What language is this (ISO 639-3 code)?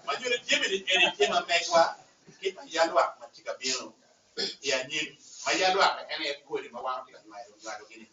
ach